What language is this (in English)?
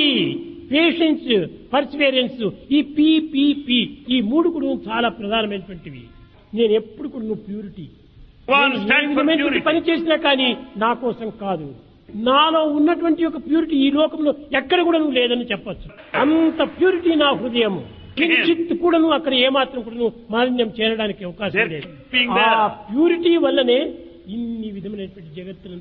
Telugu